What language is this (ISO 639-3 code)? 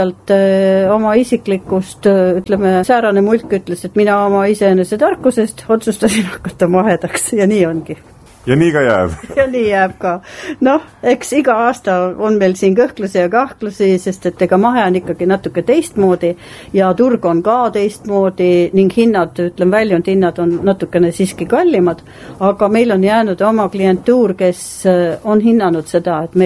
est